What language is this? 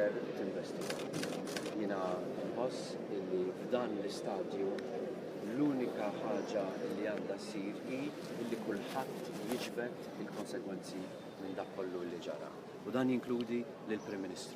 Maltese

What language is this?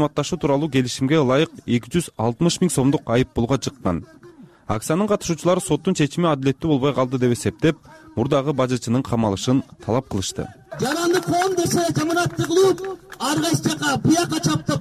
Kyrgyz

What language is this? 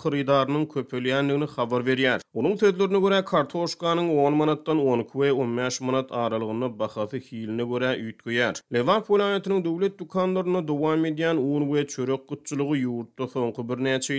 Turkmen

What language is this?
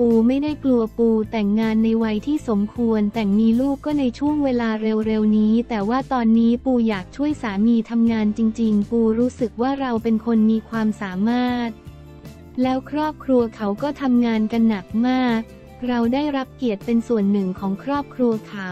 Thai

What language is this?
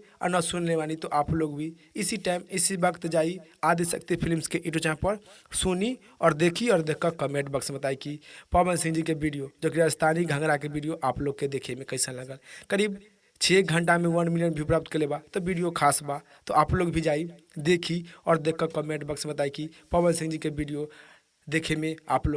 Bhojpuri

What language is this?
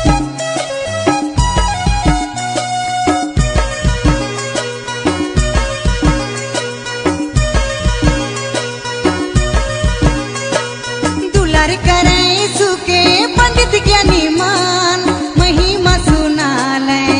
Sadri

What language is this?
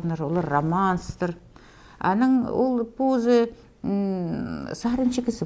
Khakas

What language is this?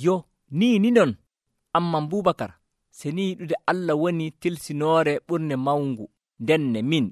Nigerian Fulfulde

